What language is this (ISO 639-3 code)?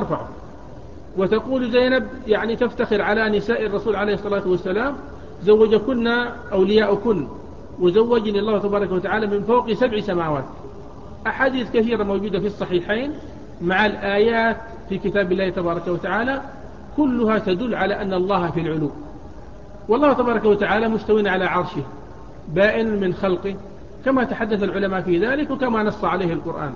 ara